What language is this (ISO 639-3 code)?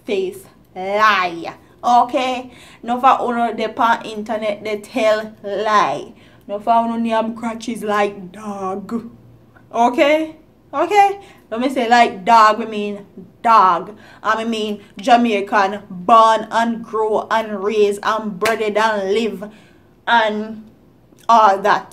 jam